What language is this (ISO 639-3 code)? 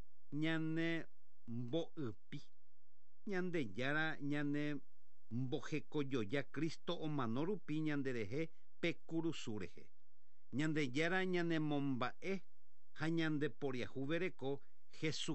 grn